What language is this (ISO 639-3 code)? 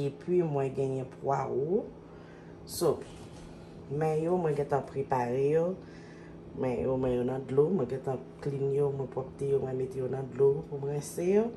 hat